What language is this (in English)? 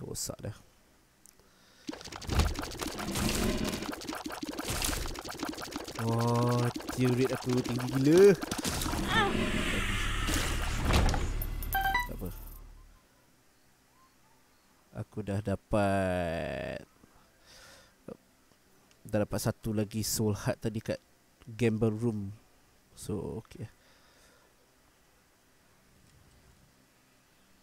Malay